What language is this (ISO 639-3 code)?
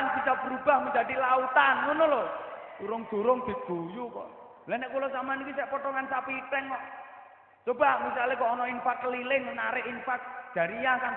jav